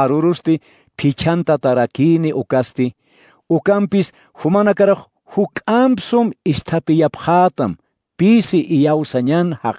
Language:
Aymara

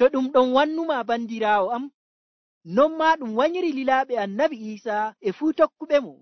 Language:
Nigerian Fulfulde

